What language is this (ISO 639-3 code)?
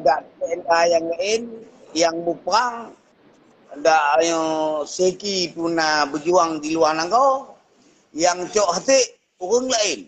ace